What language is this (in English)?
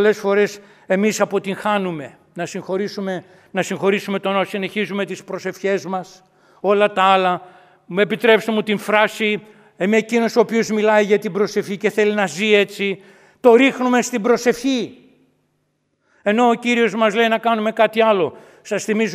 Greek